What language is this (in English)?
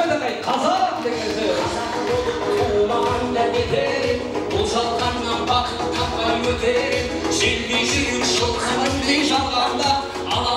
Kara-Kalpak